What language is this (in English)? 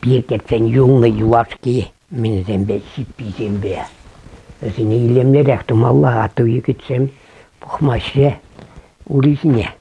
Chuvash